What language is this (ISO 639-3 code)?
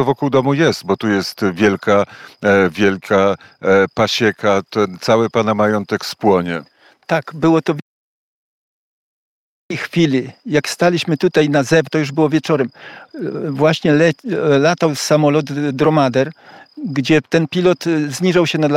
pol